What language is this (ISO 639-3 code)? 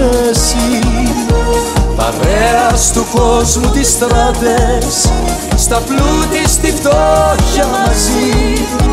ell